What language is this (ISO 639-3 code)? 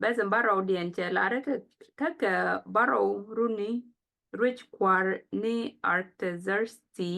nus